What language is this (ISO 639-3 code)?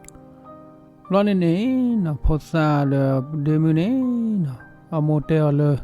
ksw